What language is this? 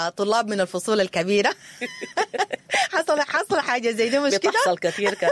Sudanese Arabic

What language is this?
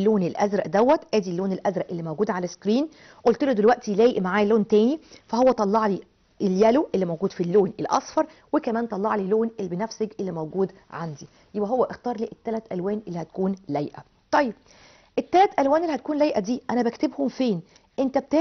Egyptian Arabic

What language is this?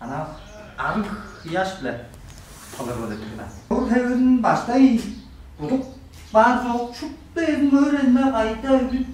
Tuvinian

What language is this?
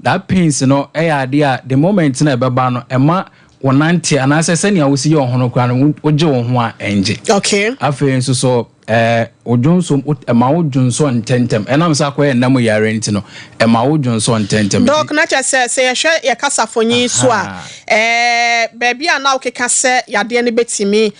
Akan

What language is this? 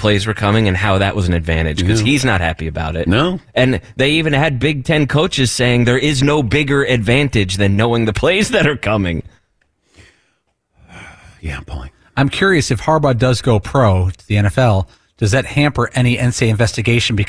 English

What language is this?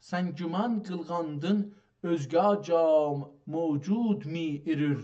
South Azerbaijani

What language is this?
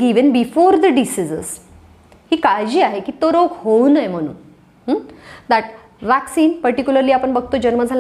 Marathi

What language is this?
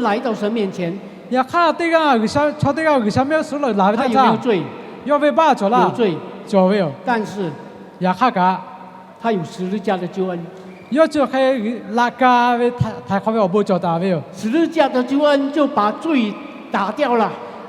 Lahu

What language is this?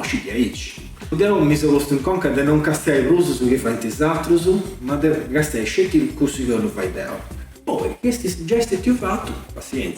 Sardinian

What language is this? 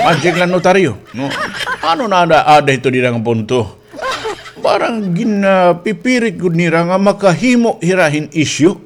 Waray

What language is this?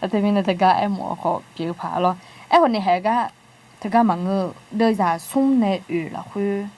Akha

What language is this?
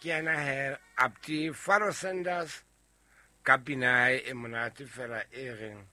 Southern Sotho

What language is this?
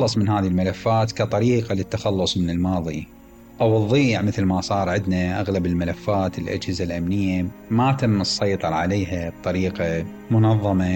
Mesopotamian Arabic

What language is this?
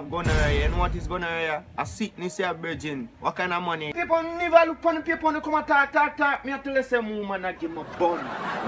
Jamaican Creole English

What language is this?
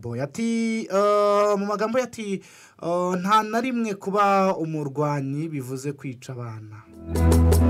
Kinyarwanda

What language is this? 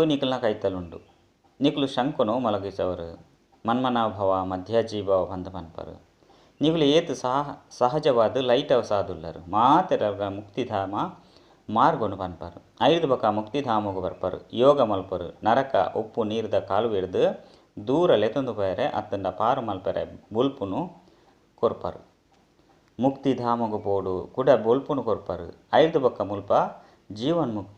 Tulu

